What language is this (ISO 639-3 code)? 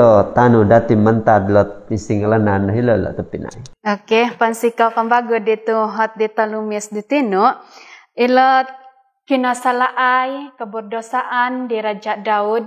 dtp